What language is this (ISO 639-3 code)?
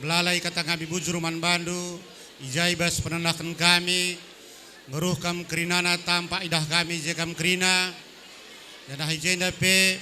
btx